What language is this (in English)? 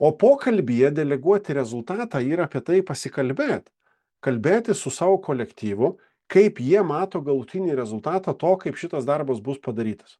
Lithuanian